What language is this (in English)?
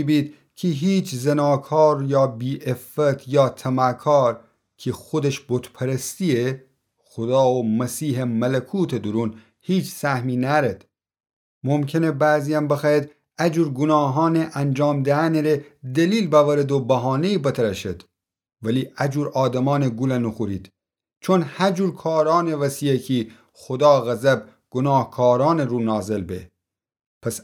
Gilaki